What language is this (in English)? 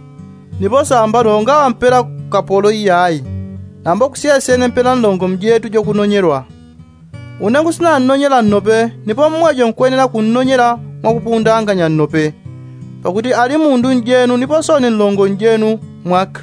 Yao